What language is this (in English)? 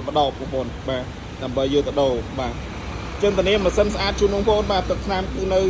Khmer